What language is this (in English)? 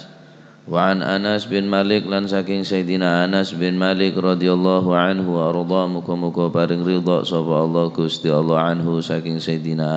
Madurese